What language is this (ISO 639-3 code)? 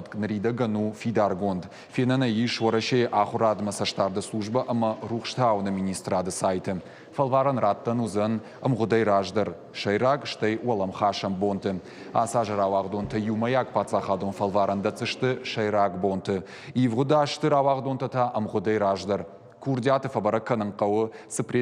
oss